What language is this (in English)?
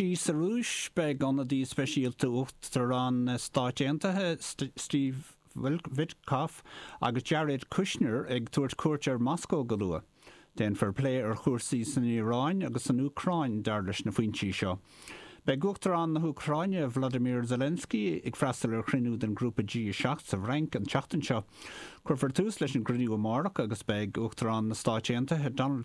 Irish